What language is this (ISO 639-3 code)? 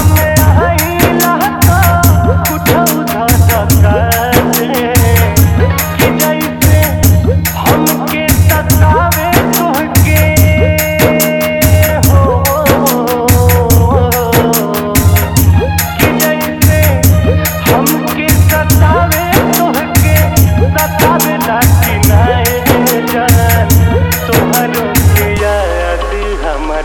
bho